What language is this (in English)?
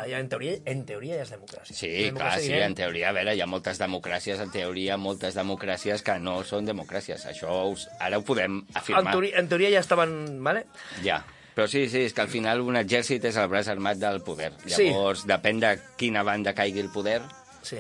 Catalan